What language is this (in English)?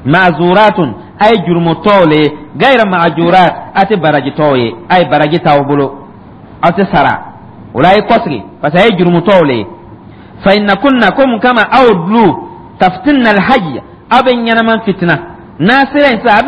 Dyula